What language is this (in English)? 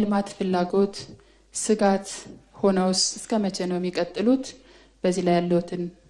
Amharic